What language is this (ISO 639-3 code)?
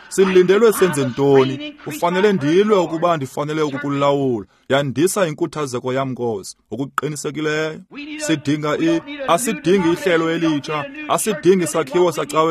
xho